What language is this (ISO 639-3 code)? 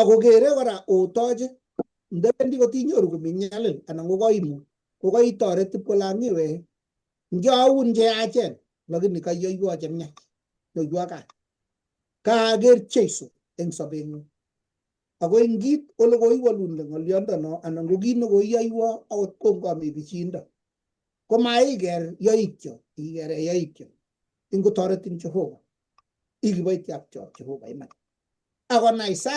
kln